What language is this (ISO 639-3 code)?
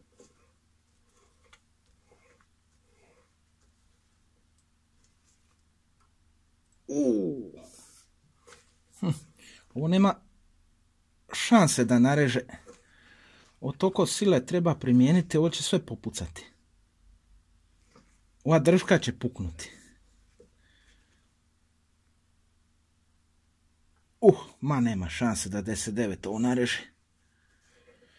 hrv